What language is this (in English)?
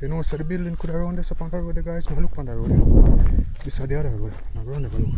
Jamaican Creole English